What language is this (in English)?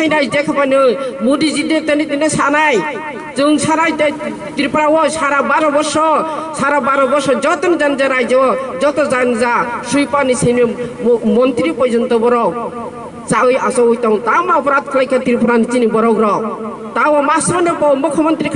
Kok Borok